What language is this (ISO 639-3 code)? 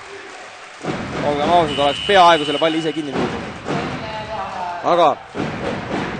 est